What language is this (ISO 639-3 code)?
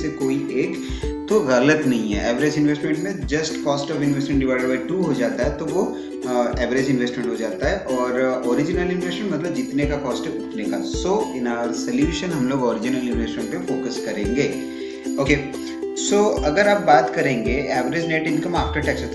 hin